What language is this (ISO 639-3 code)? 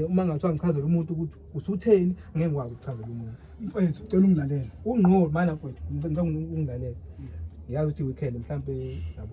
zul